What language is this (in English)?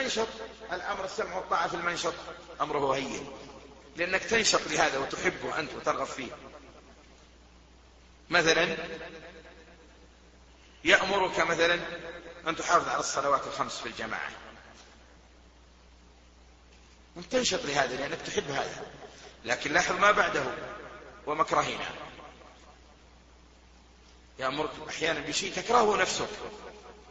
Arabic